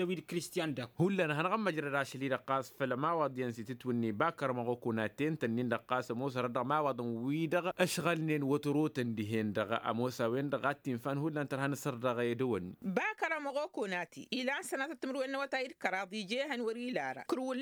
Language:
Tamasheq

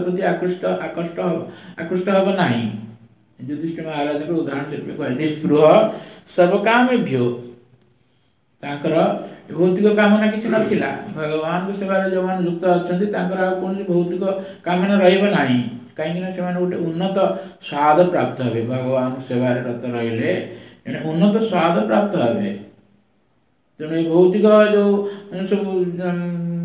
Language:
Odia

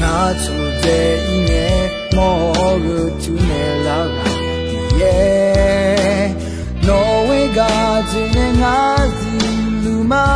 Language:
Akha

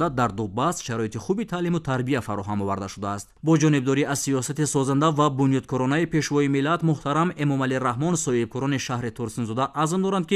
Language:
Tajik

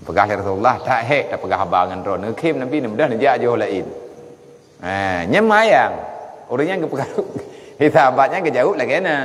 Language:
Achinese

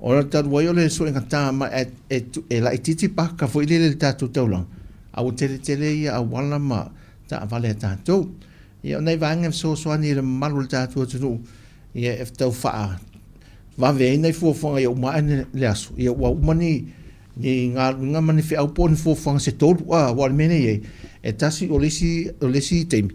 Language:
Samoan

